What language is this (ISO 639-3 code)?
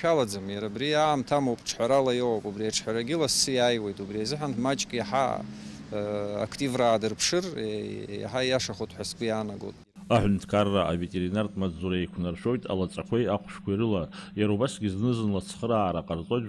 abk